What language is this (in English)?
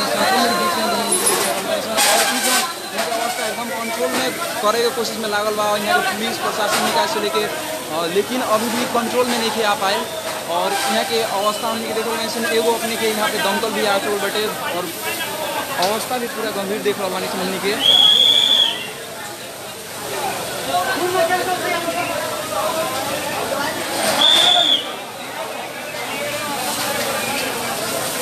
Bhojpuri